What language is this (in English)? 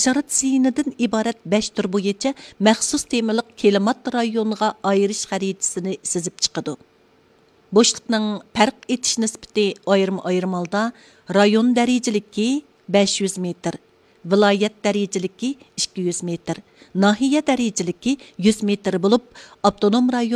Uyghur